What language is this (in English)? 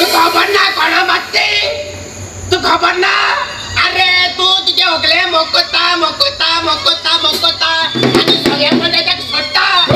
Konkani